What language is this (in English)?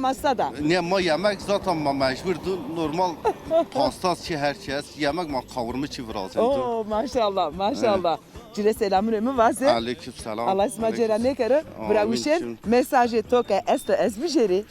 Zaza